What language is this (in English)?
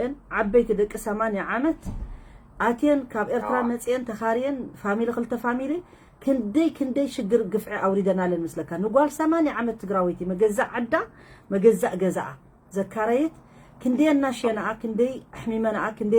Tigrinya